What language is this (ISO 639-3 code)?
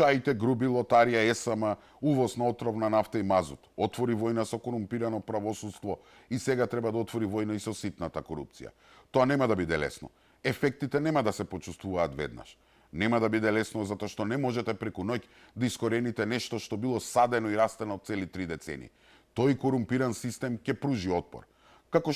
mkd